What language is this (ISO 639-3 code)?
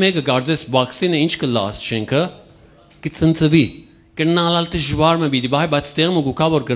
hyw